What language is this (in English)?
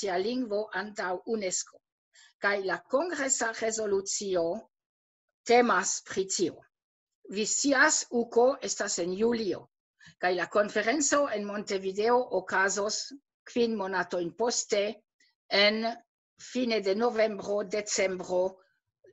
Esperanto